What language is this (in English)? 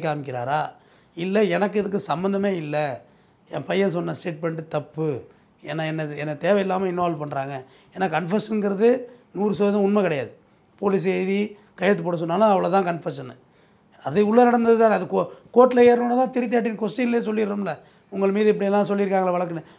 Tamil